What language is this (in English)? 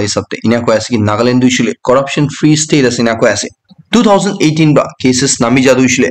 Naga Pidgin